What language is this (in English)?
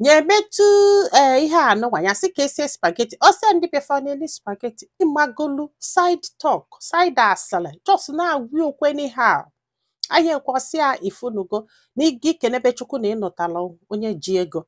Igbo